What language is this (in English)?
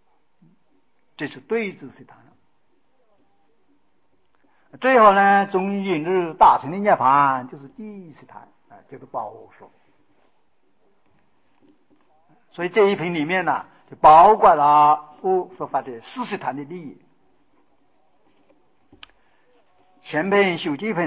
Chinese